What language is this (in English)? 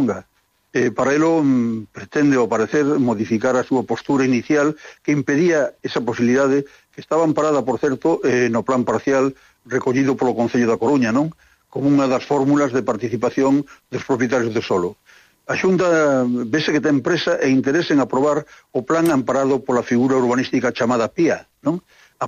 Galician